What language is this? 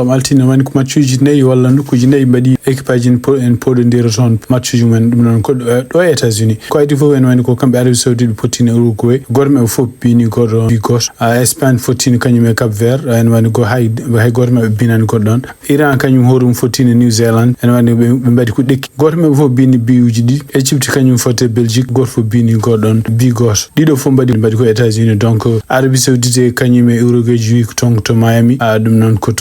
Fula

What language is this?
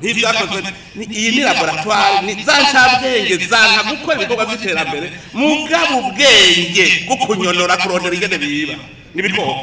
Rundi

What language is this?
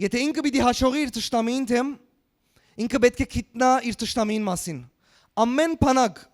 Western Armenian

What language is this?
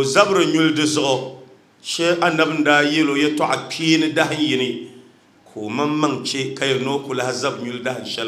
Dagbani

